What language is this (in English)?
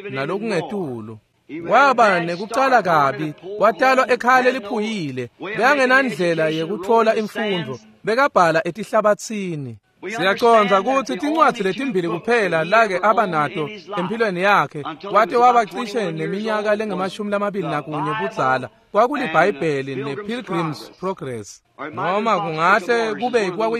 Swati